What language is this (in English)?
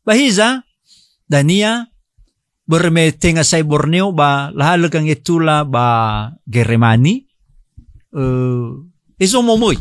Nias